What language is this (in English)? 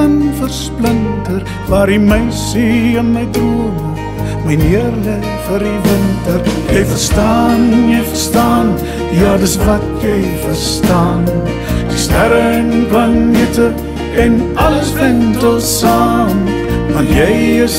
Afrikaans